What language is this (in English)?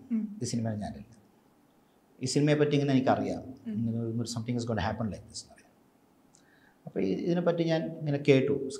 Malayalam